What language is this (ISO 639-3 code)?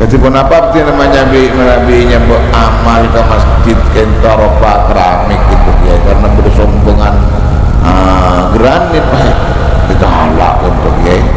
mad